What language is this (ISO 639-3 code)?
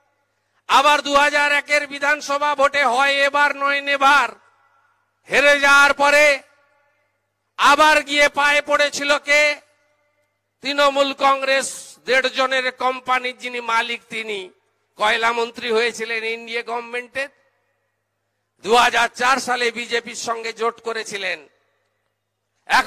ben